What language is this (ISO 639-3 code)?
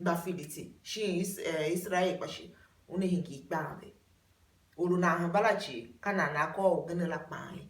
tiv